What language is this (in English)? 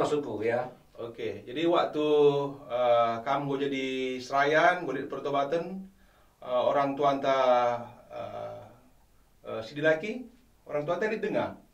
Batak Karo